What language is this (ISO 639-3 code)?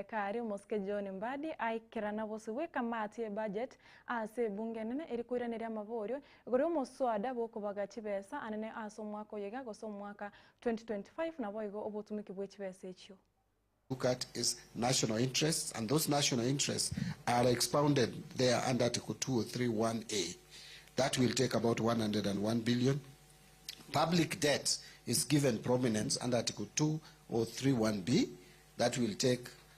guz